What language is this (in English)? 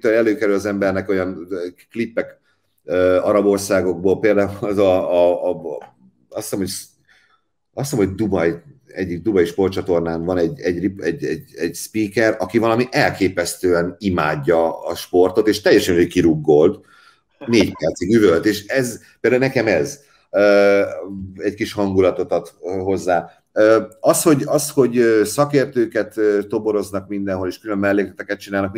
Hungarian